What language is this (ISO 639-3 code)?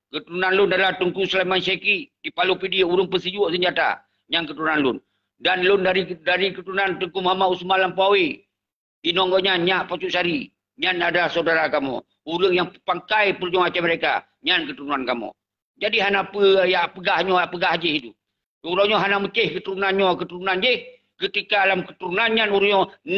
ace